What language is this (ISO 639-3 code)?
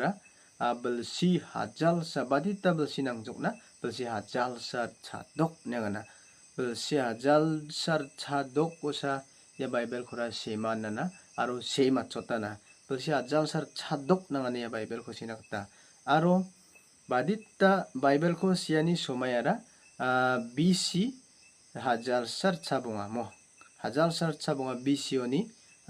grt